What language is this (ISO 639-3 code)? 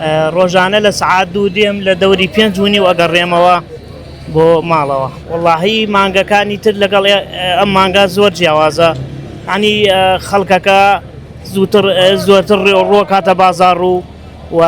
ckb